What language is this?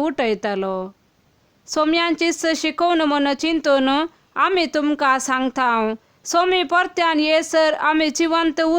Konkani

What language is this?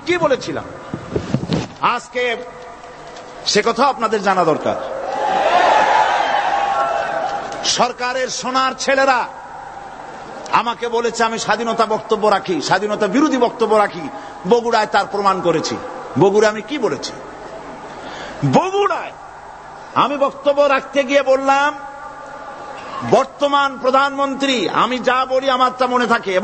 Bangla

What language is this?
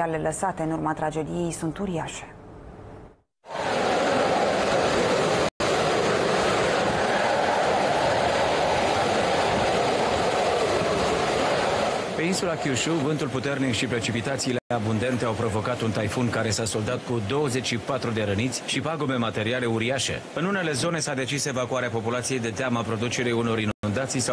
Romanian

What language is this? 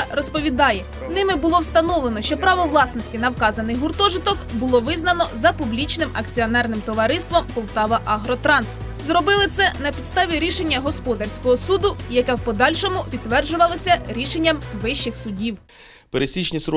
Ukrainian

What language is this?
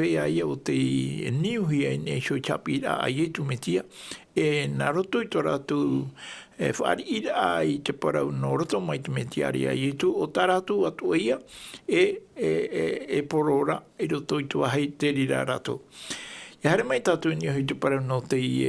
Tahitian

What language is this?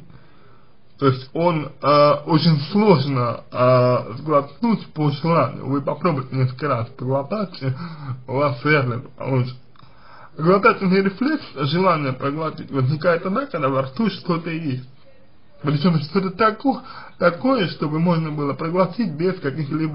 Russian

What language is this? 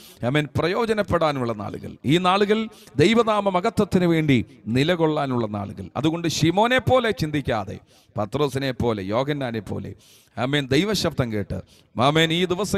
Malayalam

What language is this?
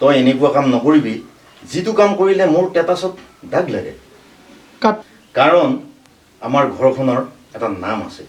Assamese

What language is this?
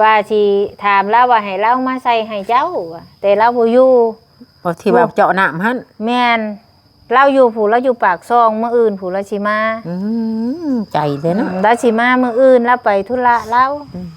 Lao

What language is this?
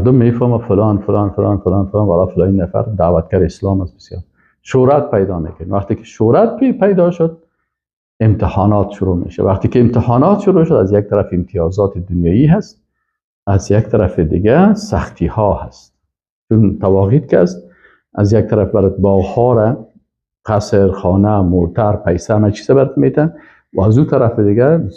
Persian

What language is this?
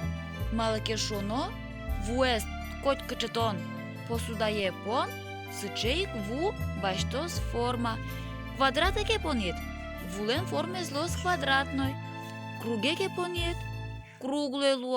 Udmurt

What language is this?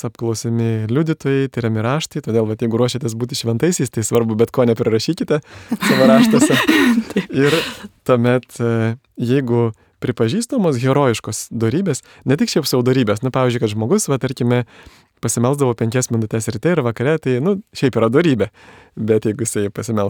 Lithuanian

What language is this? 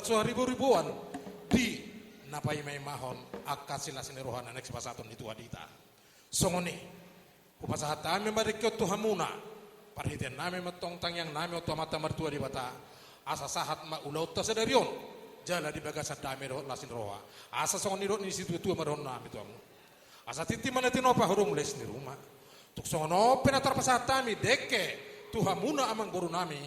Batak Toba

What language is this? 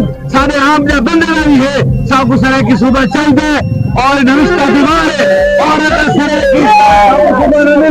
Saraiki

